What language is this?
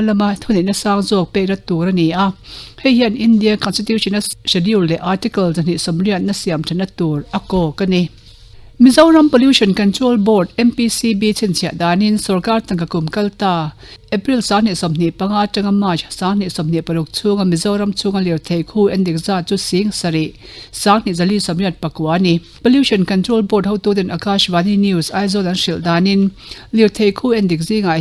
Mizo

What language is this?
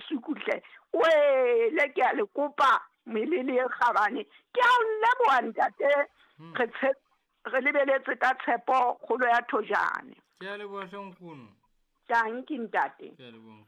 Southern Sotho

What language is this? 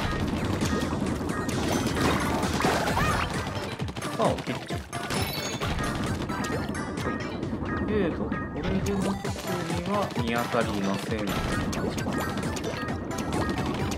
Japanese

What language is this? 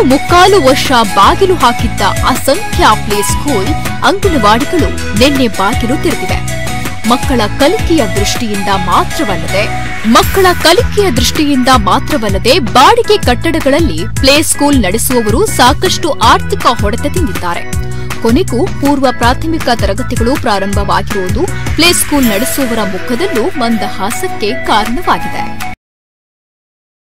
Kannada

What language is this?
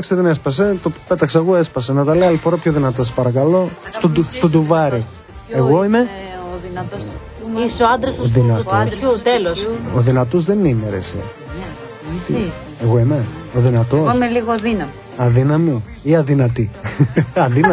Greek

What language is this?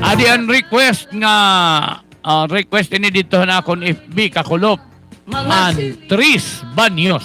Waray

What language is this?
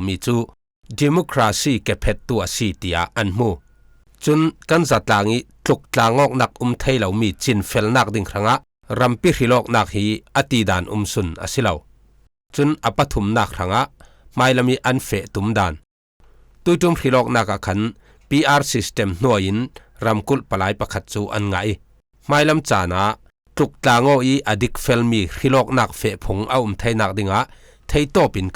Falam Chin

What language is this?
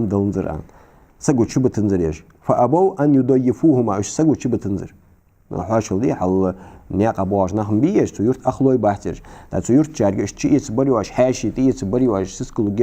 Ingush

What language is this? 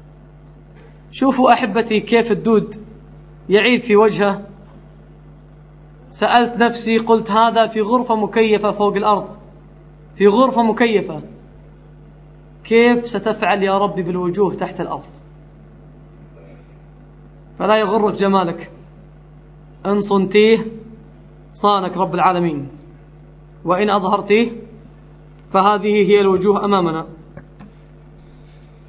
Arabic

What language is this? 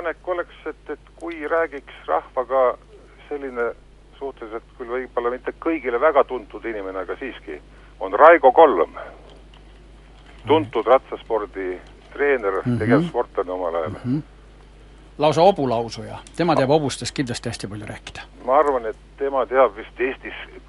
Estonian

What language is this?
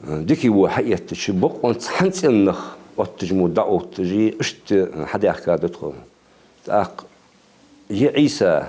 Ingush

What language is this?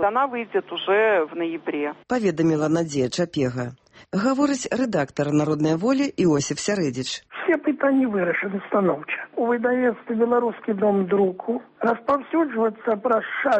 Belarusian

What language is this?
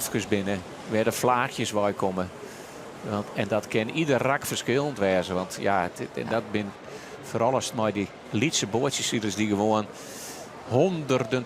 Western Frisian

